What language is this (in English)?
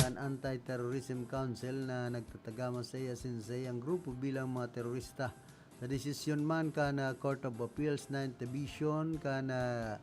Bikol